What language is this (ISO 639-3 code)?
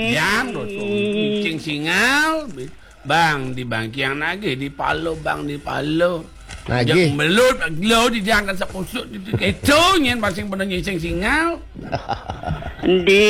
ban